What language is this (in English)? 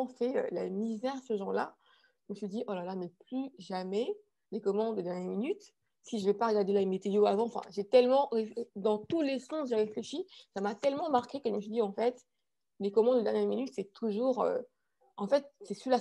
French